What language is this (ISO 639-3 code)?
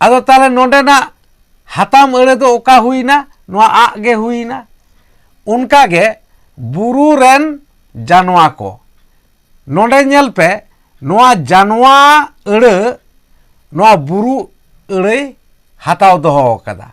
sat